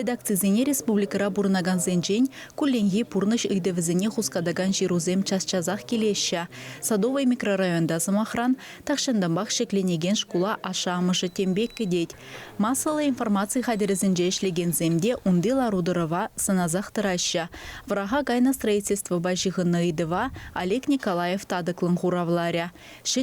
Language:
Chuvash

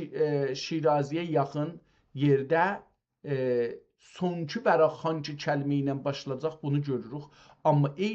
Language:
South Azerbaijani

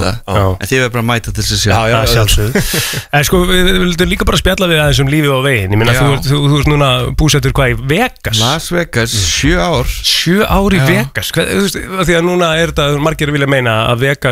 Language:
Icelandic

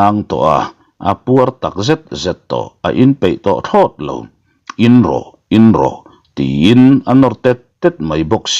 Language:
Mizo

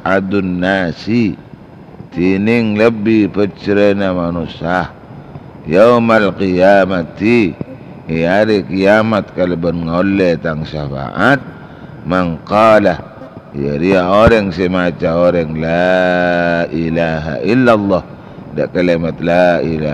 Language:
Madurese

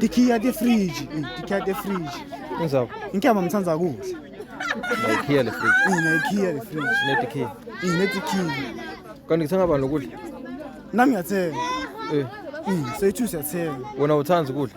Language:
Zulu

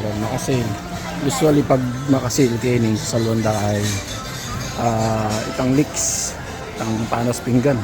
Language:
Pampanga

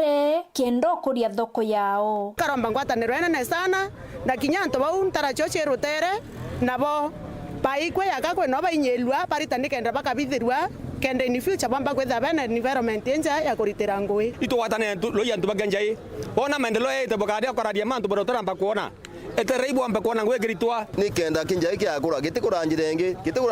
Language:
Meru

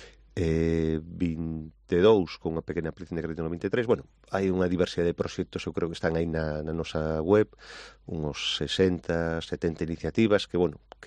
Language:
Galician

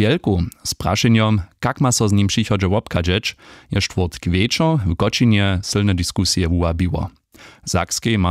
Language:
Upper Sorbian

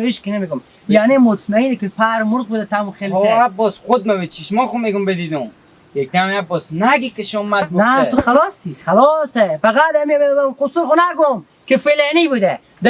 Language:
Hazaragi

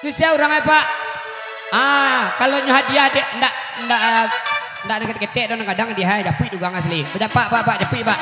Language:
Minangkabau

